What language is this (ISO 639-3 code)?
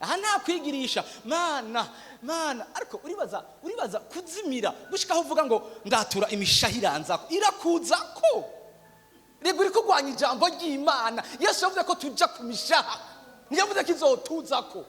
run